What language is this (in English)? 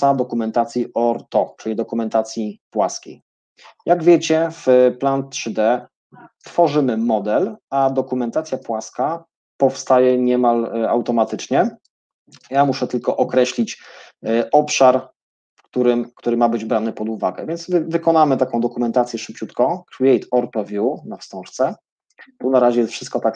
Polish